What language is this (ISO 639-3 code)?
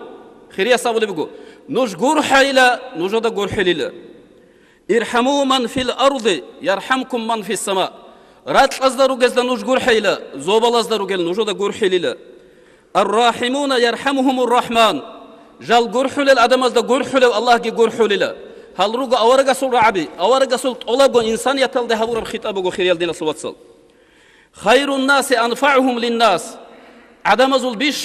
ava